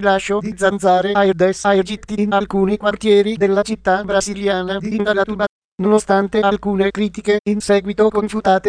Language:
Italian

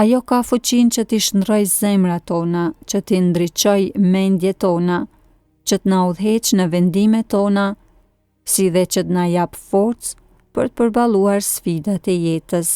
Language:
Albanian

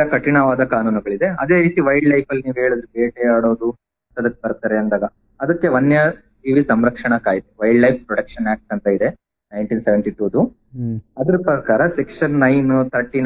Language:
Kannada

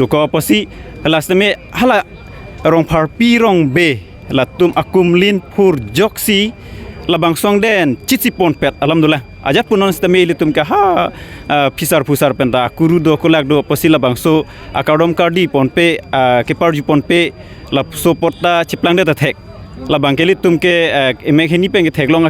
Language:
Karbi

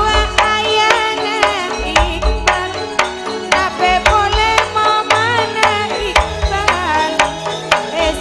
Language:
Madurese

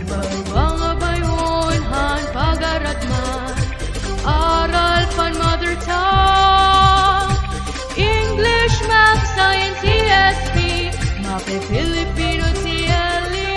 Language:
Waray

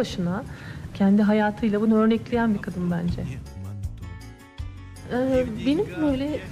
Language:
Turkish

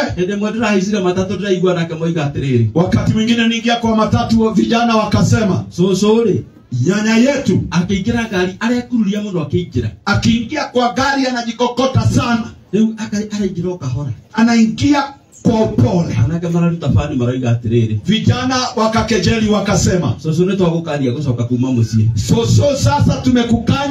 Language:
Kikuyu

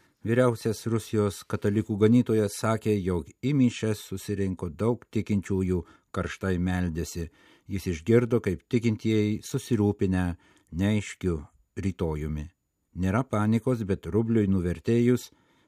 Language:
Lithuanian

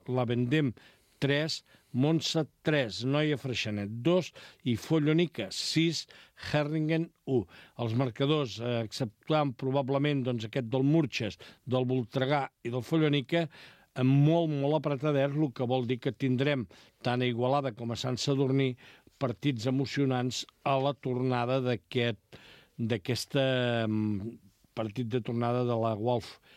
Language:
Catalan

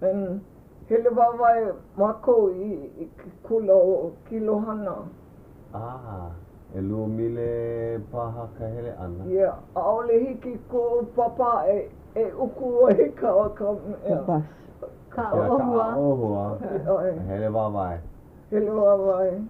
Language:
Hawaiian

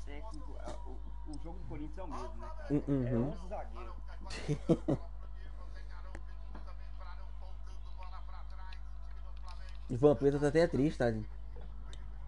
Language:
Portuguese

